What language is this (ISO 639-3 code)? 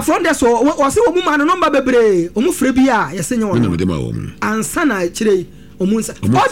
aka